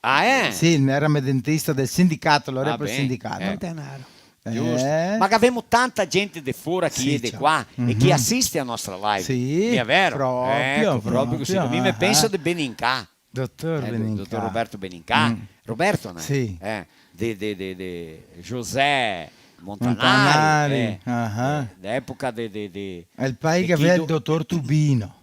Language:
Venetian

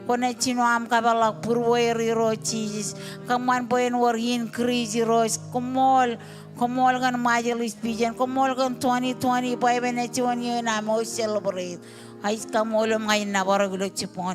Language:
Marshallese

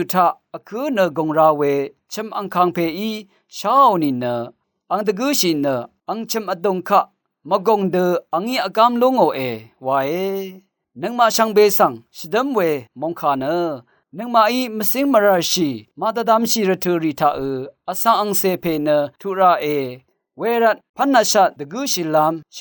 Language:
Rawang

